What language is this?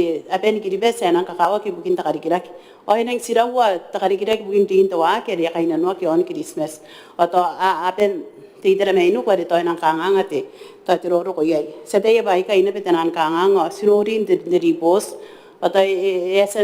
Gilbertese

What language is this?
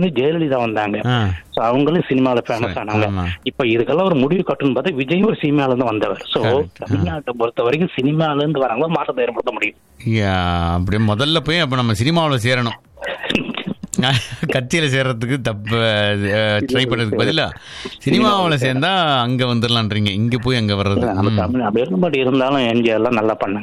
Tamil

